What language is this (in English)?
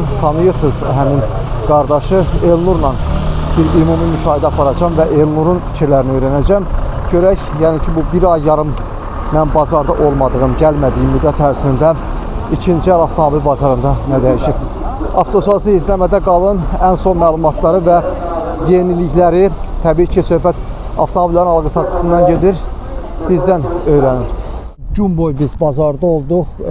Azerbaijani